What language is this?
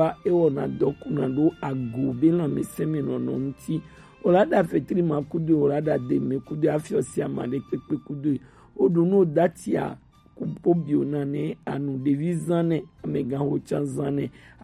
Gen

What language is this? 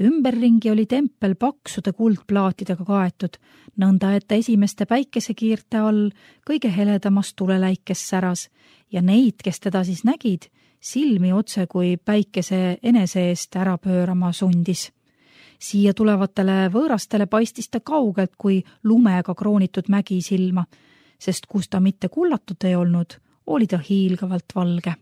Estonian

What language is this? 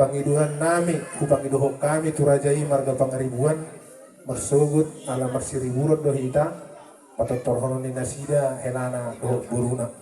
Batak Toba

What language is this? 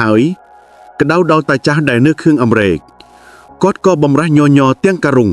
Khmer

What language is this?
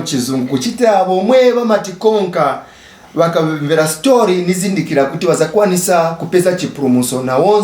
Nyanja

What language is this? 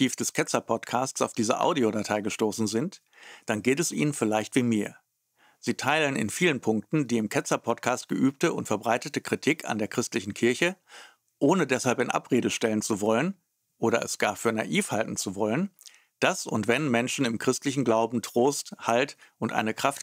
German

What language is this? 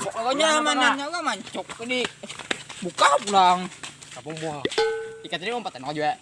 Banjar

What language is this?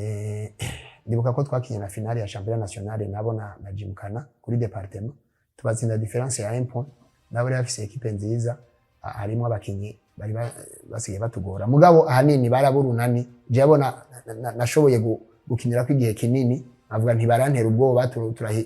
Rundi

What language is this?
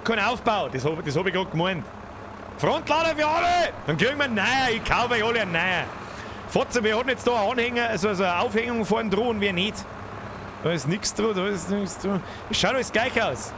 Bavarian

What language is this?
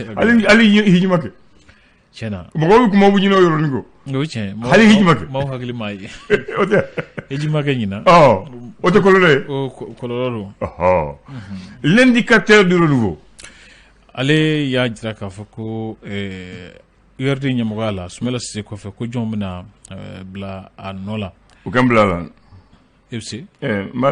Bambara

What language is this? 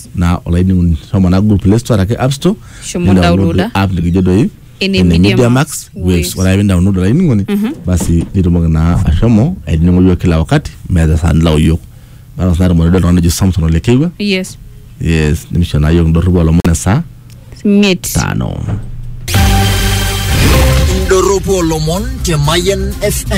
Masai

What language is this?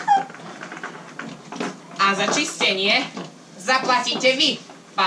Slovak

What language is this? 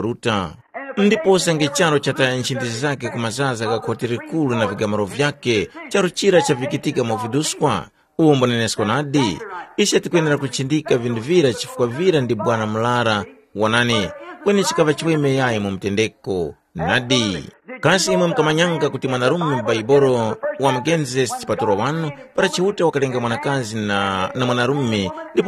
Tumbuka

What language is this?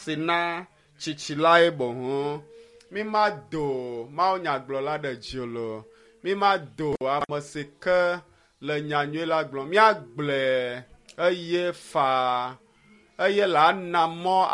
Ewe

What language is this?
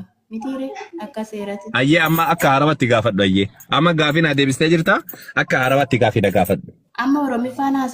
Oromo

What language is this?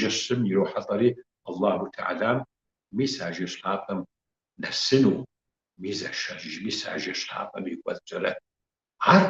Kabardian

